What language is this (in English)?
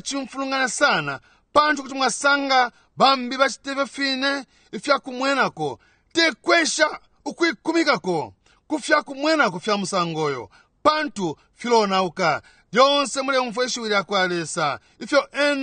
Bemba